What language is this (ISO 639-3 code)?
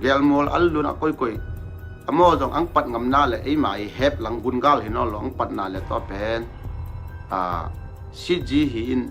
ctd